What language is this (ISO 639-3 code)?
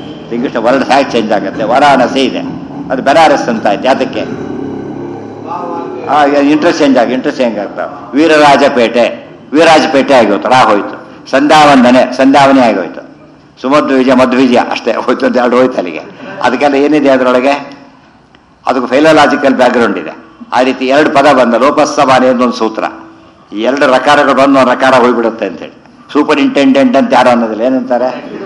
kan